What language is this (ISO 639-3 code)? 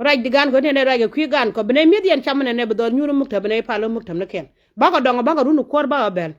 nus